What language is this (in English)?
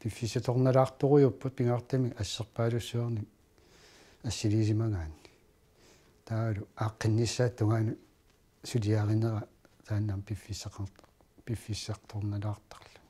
Kalaallisut